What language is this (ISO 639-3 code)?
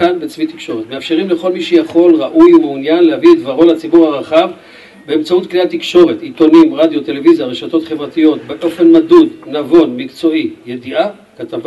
heb